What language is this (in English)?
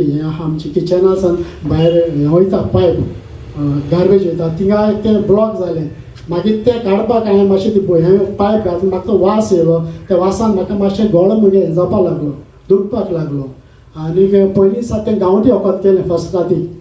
Konkani